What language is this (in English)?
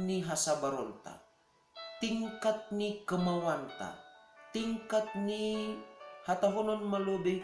Batak Simalungun